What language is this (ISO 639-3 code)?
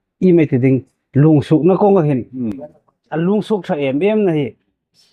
hmr